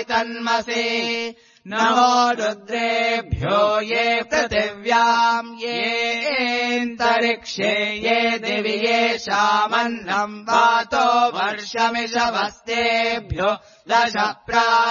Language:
Sanskrit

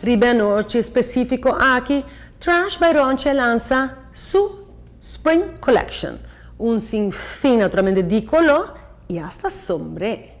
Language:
Papiamento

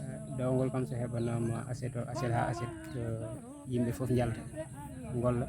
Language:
Fula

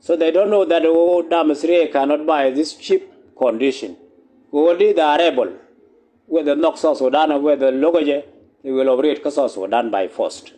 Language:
Nuer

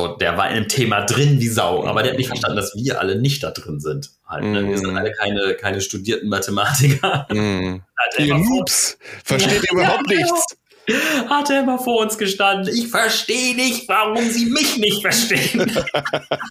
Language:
German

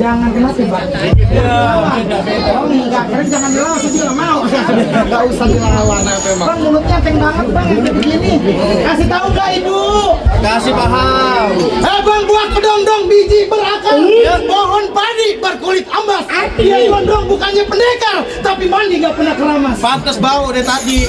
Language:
Betawi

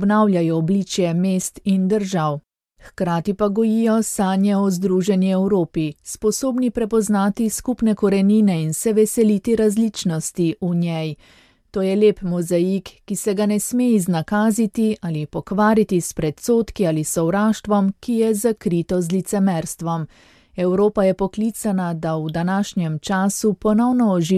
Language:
Slovenian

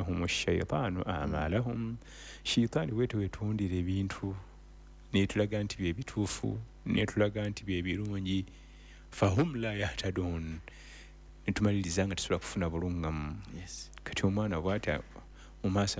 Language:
Ganda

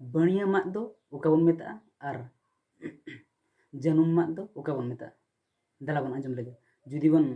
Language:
Santali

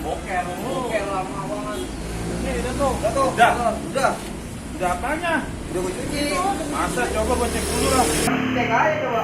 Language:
Betawi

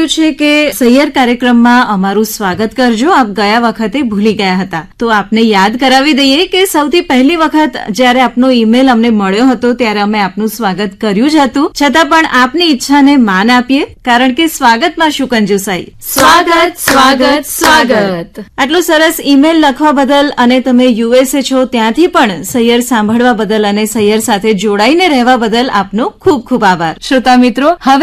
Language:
Gujarati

